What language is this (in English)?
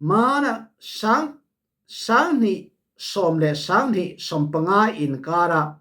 Falam Chin